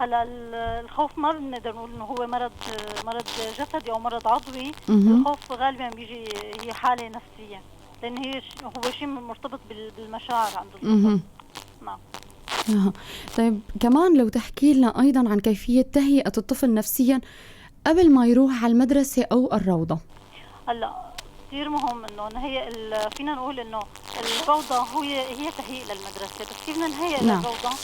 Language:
North Levantine Arabic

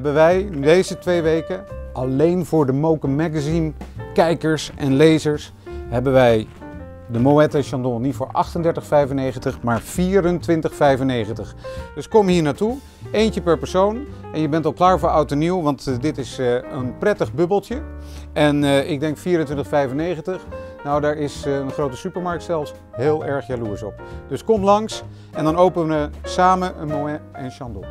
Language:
Dutch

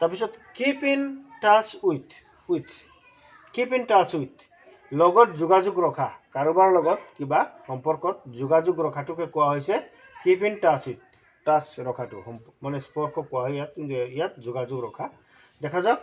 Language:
Assamese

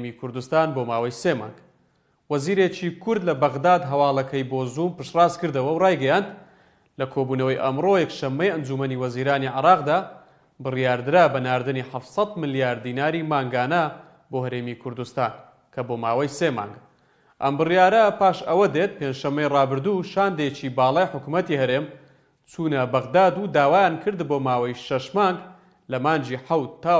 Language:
Central Kurdish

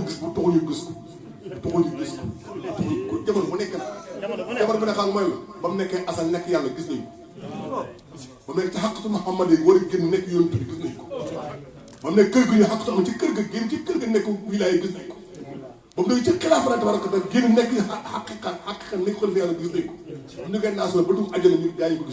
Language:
Wolof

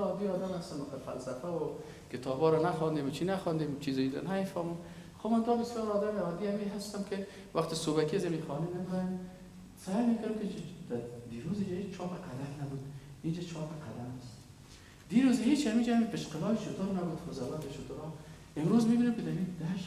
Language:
Persian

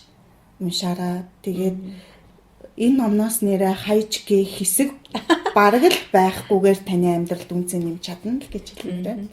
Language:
Mongolian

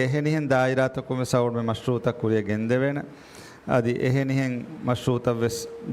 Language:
Divehi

